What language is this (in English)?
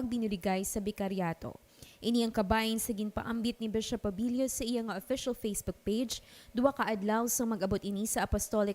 Hiligaynon